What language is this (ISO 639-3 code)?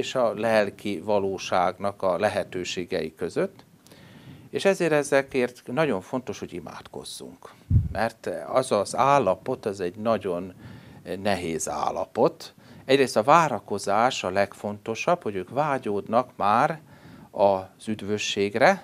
hun